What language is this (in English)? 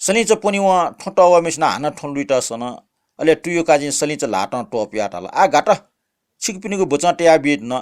Newari